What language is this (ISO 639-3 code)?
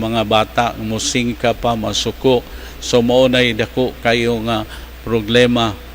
ceb